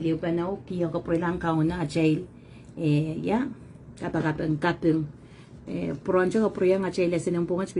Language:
Pohnpeian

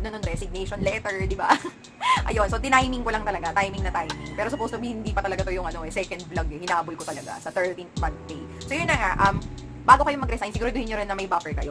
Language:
Filipino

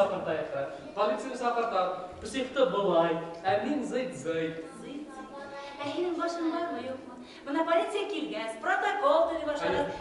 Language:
Bashkir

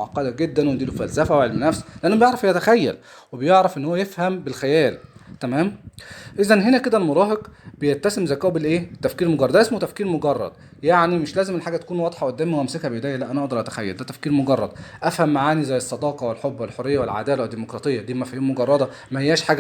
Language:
Egyptian Arabic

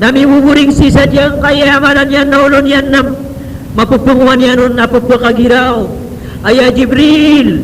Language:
Maranao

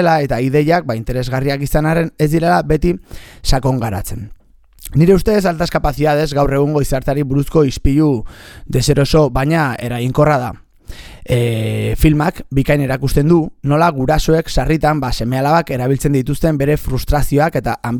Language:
Basque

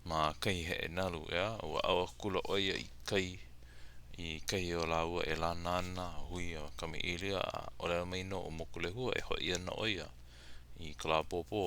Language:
Hawaiian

